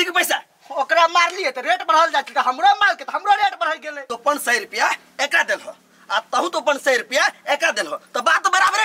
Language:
Maithili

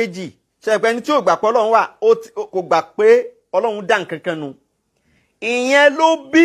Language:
Yoruba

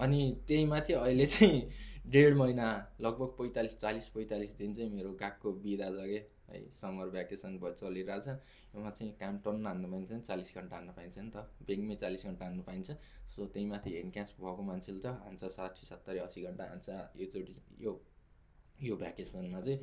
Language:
Nepali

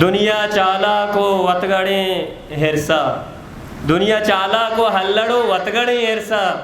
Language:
Eastern Balochi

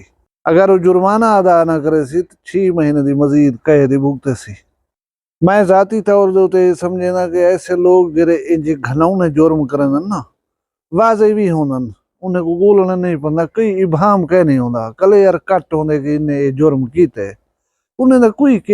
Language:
Saraiki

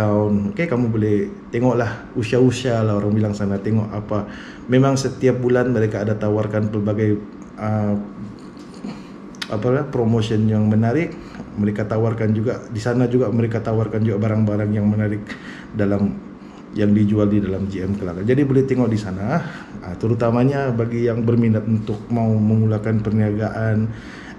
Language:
Malay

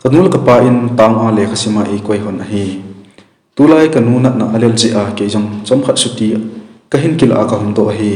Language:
Thado Chin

